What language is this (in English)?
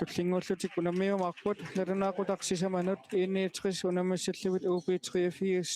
Kalaallisut